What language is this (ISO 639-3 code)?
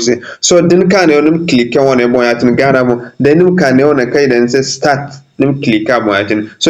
dje